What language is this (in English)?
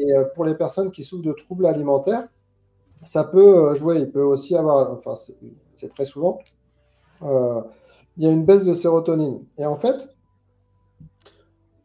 French